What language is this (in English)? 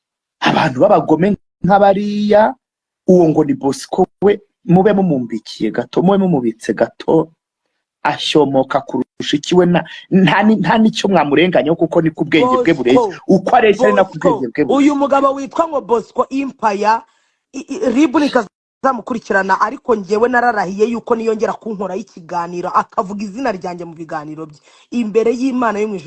Kinyarwanda